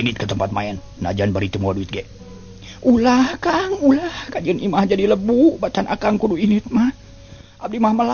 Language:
Sundanese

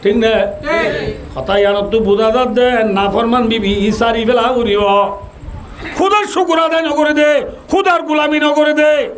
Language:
Rohingya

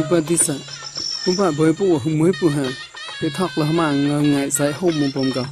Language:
Mon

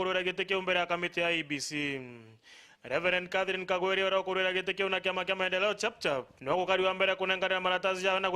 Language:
Meru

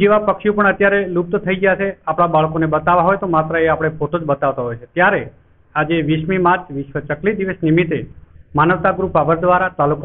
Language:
Gujarati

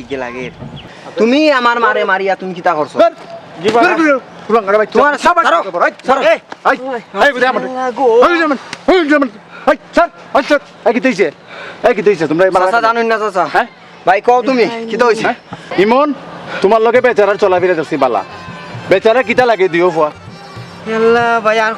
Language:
Sylheti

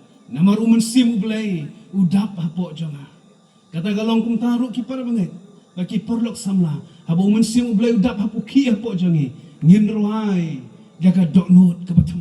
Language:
Khasi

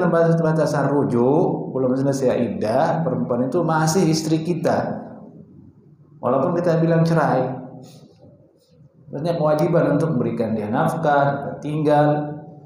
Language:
Indonesian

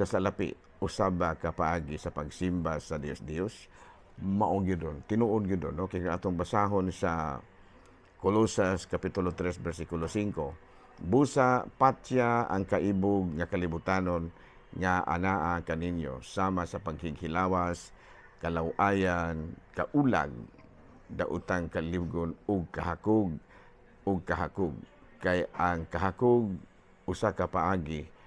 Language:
Cebuano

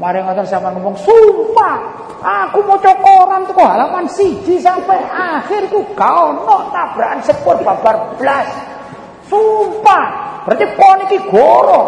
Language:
Javanese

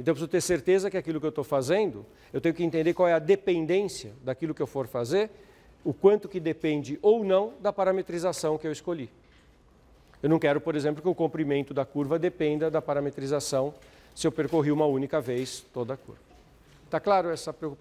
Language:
Portuguese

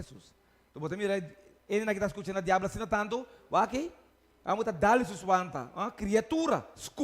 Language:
Papiamento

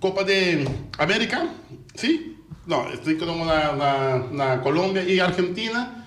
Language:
Papiamento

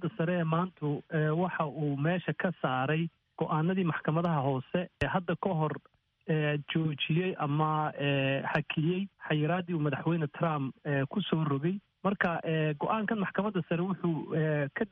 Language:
Somali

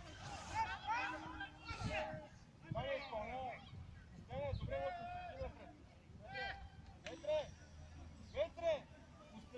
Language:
Bulgarian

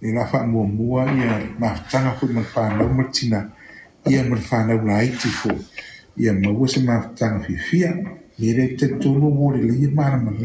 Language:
Samoan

